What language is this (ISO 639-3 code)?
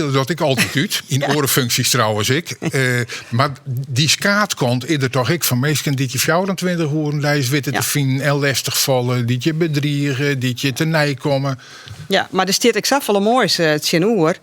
fry